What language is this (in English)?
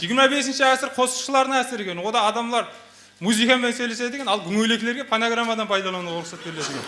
Kara-Kalpak